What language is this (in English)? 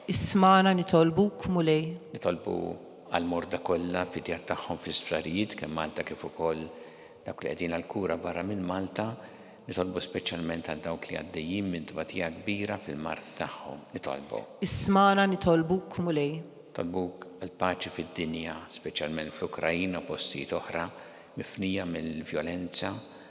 Maltese